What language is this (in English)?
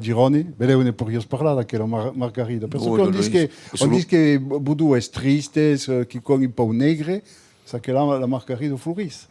Occitan